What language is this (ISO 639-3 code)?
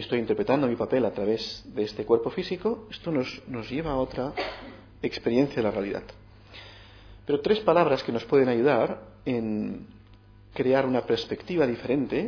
spa